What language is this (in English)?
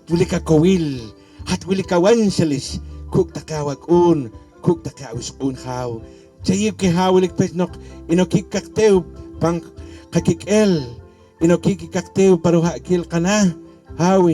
Poqomchi'